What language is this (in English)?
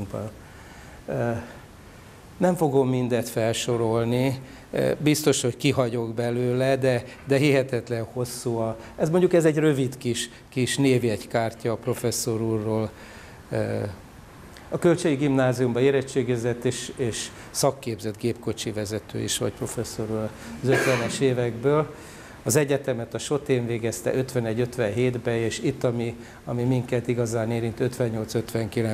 Hungarian